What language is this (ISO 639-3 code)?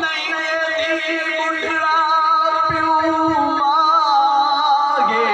skr